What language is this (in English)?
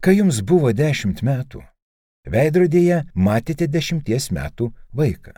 Lithuanian